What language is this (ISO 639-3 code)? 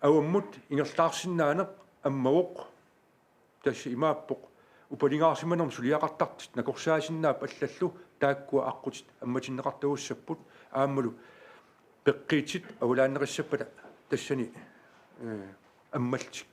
kal